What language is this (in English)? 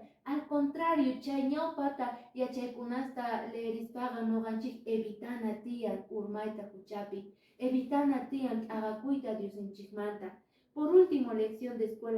Quechua